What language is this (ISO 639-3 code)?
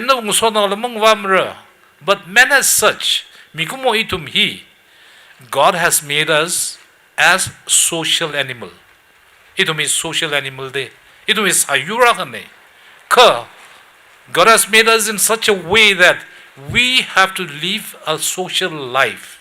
nmf